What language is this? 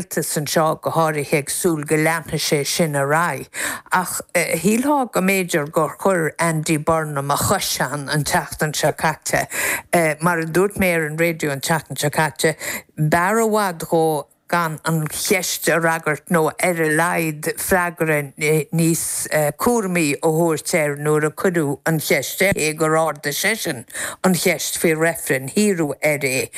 Irish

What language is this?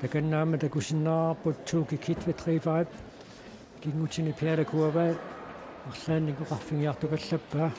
Kalaallisut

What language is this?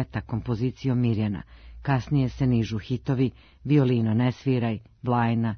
Serbian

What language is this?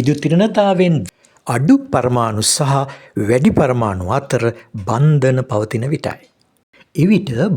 Sinhala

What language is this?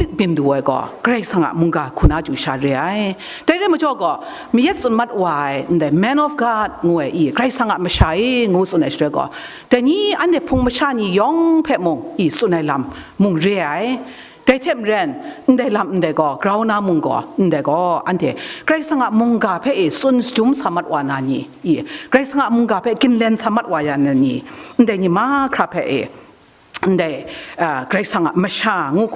Kachin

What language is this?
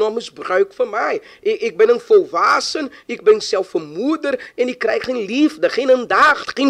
Dutch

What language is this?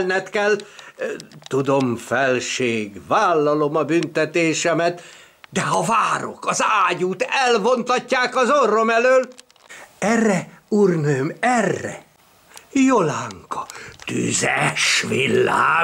Hungarian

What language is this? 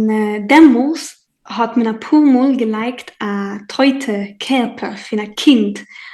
Yiddish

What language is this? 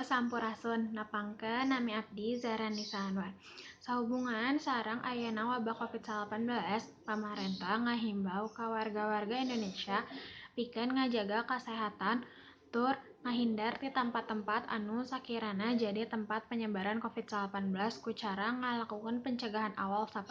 Sundanese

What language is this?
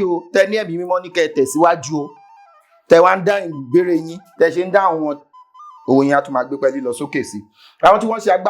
Yoruba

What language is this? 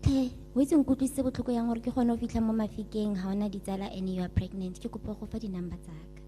Tswana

